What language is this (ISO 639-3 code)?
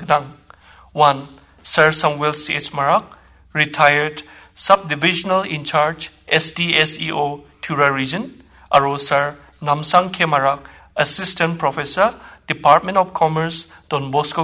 grt